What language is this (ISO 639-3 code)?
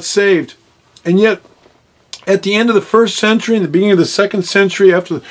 eng